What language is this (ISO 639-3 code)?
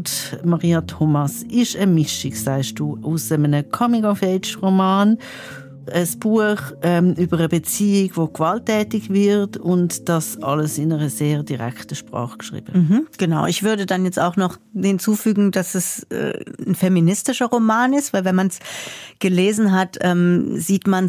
gsw